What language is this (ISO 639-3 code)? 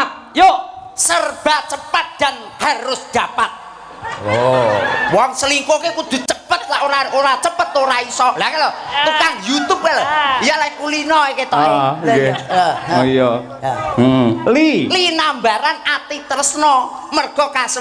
jav